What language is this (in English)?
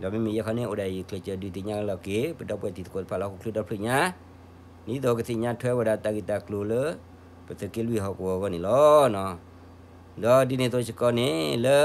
S'gaw Karen